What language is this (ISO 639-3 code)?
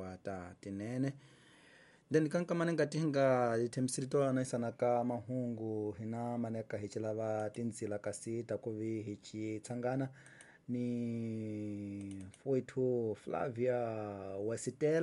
tso